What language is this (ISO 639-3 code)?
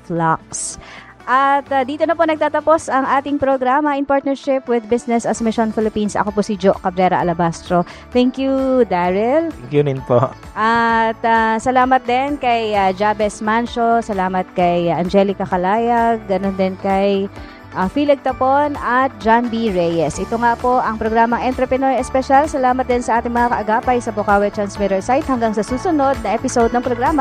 fil